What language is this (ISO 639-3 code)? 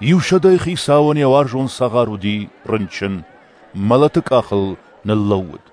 oss